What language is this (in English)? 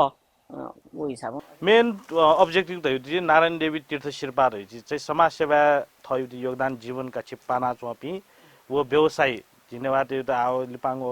Newari